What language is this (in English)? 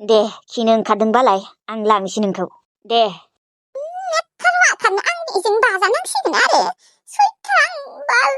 Bodo